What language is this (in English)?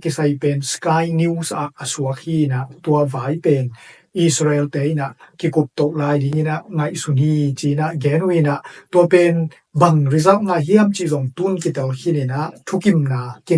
Tedim Chin